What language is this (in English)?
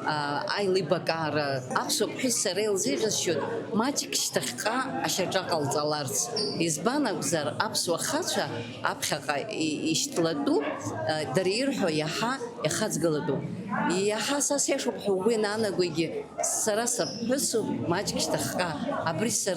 Abkhazian